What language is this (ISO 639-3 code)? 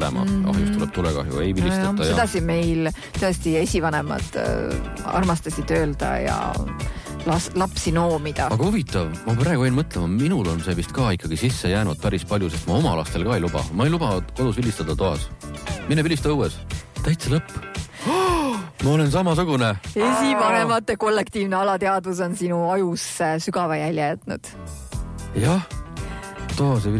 est